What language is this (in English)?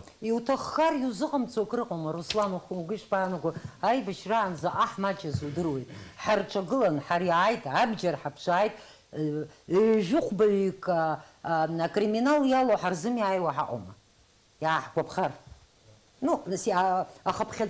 Abkhazian